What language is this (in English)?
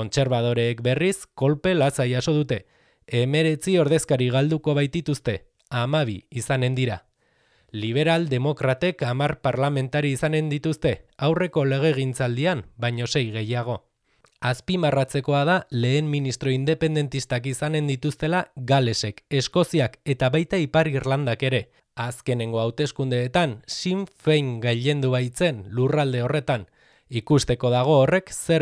Basque